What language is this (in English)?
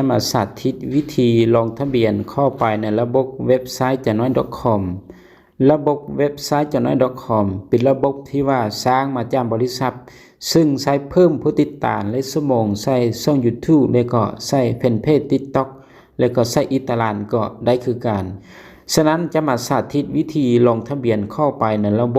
Lao